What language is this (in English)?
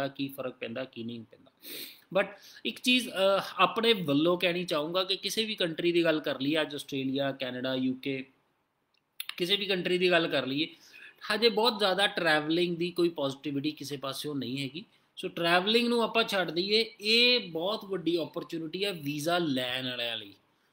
Punjabi